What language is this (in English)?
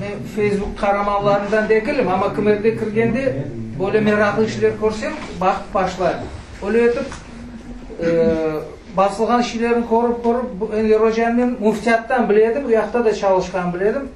Crimean Tatar